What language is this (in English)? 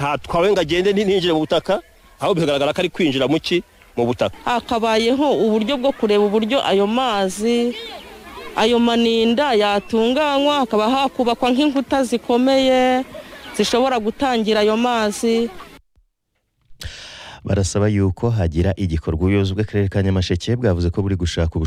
Kinyarwanda